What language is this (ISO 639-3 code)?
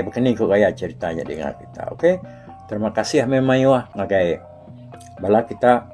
iba